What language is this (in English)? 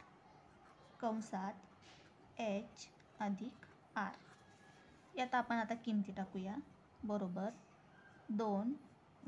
Marathi